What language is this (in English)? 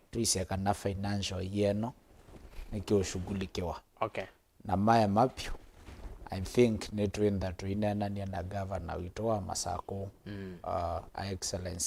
Kamba